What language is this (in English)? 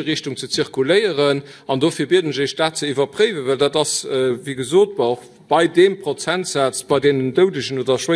Luxembourgish